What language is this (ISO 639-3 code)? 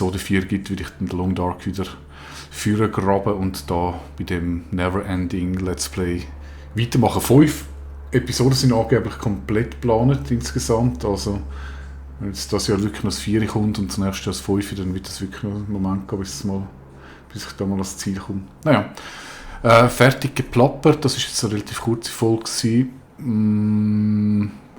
gsw